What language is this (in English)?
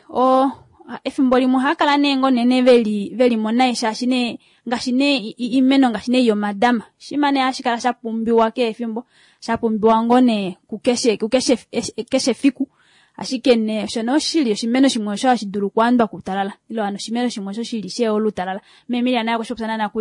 Kuanyama